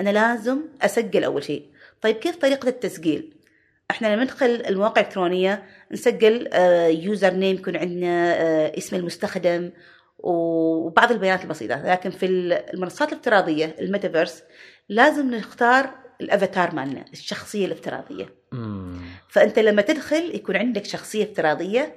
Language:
Gulf Arabic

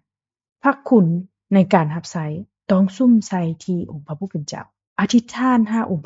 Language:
Lao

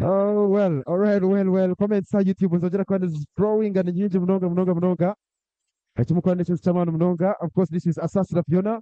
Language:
Nyankole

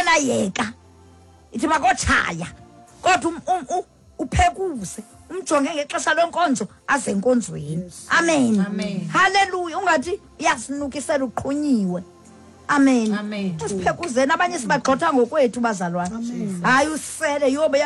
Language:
Xhosa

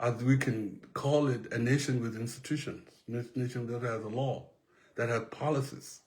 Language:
Nuer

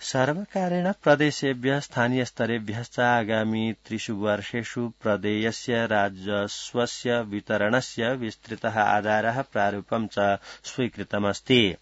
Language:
Sanskrit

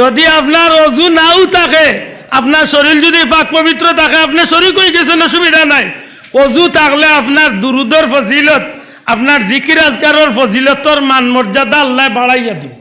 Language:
Sylheti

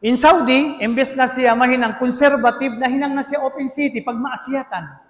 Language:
Tausug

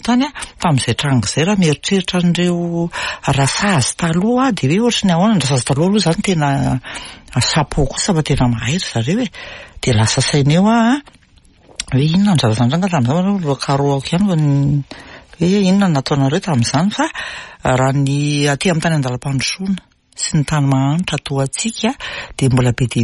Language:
Malagasy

